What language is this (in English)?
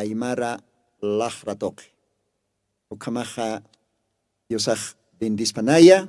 Aymara